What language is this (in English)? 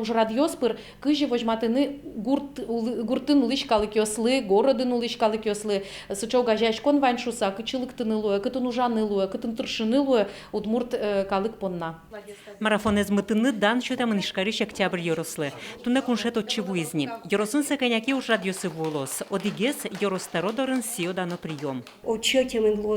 Udmurt